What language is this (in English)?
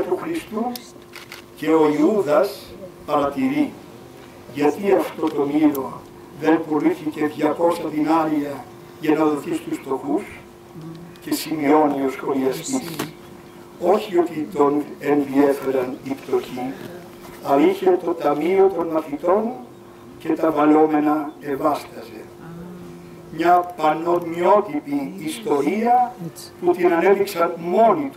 Greek